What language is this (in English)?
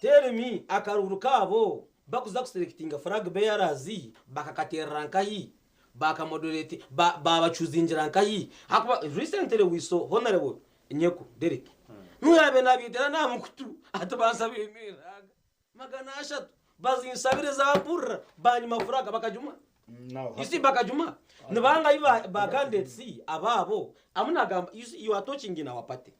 Nyankole